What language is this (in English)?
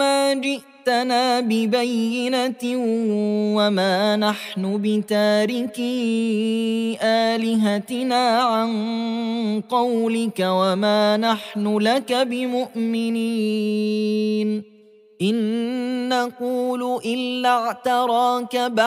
Arabic